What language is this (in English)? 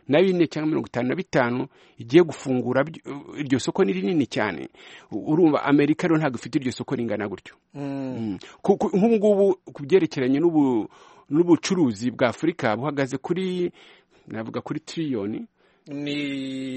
Kinyarwanda